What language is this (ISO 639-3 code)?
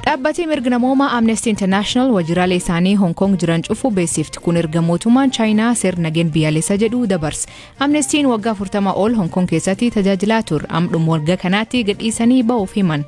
orm